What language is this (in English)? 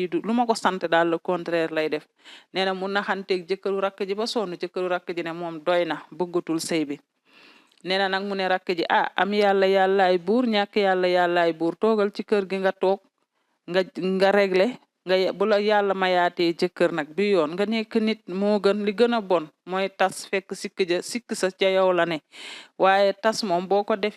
Wolof